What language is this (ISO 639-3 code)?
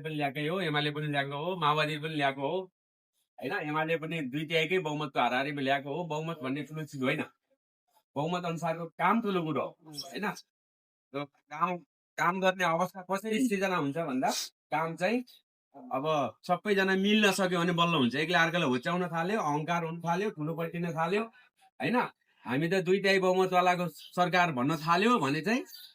nep